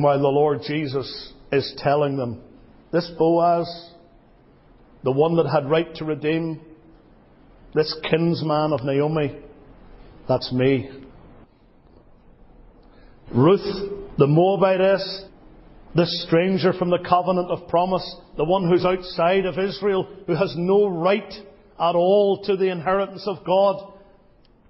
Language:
English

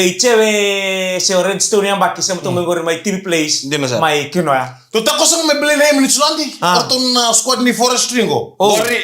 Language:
Fijian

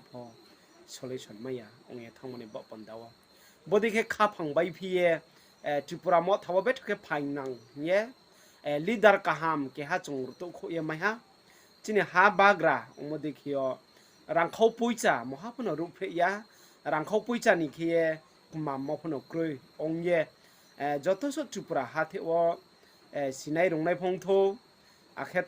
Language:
Riang (India)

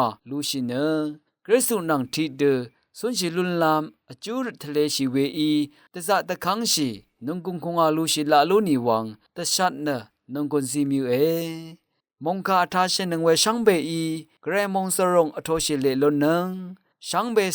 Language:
Rawang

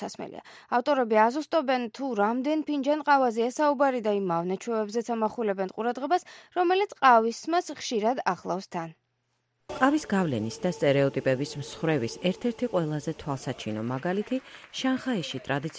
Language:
Georgian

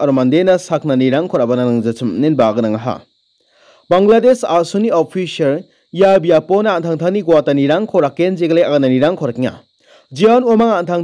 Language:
Garo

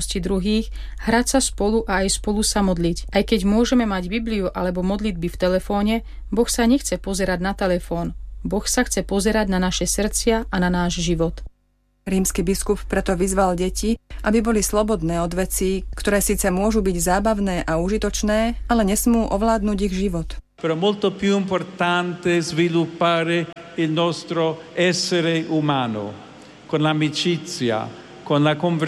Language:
Slovak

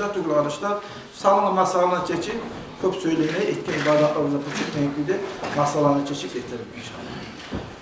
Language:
Kumyk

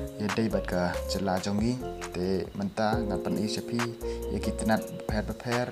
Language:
Khasi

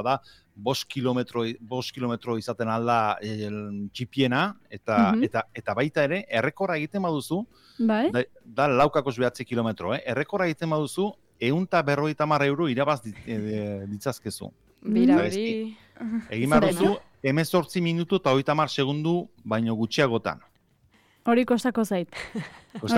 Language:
Basque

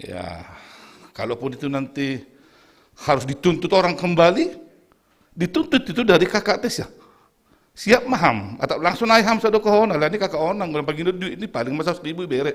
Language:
Batak Simalungun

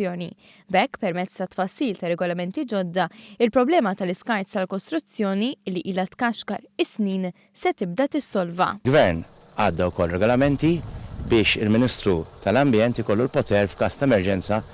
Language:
Maltese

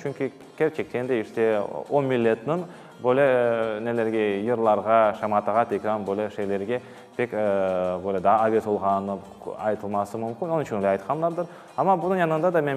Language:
Crimean Tatar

